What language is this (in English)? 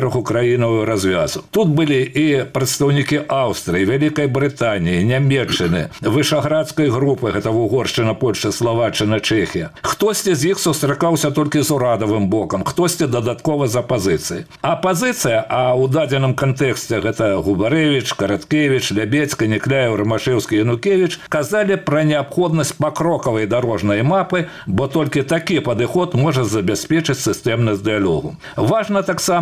Belarusian